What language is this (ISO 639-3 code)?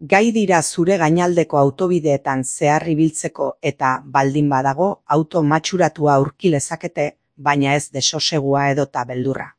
eus